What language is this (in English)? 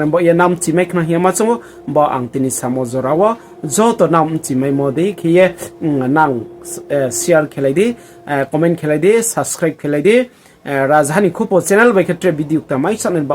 Riang (India)